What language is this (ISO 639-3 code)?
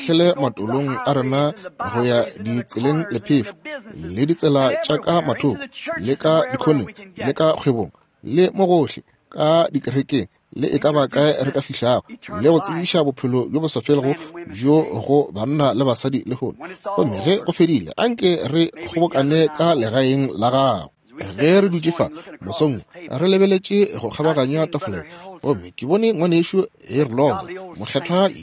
nso